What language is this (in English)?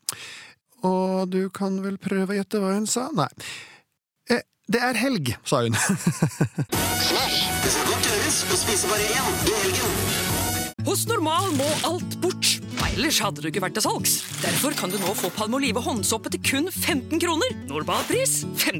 Norwegian